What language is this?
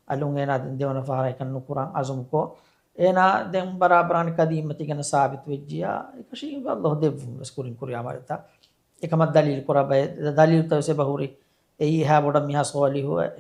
Divehi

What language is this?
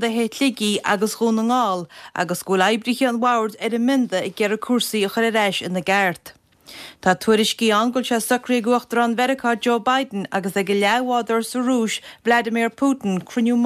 Irish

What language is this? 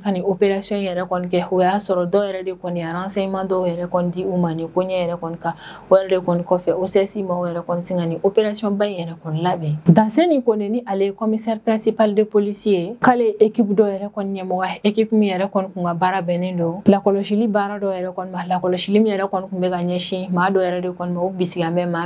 Bambara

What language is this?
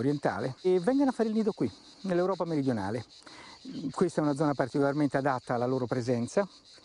Italian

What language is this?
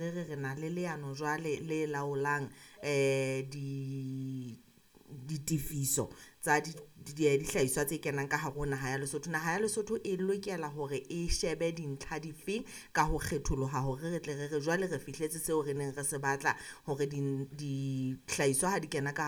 Southern Sotho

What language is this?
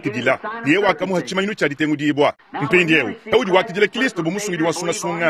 Luba-Lulua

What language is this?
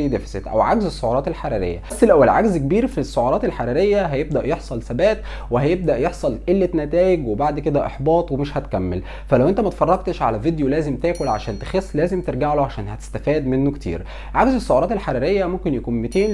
Egyptian Arabic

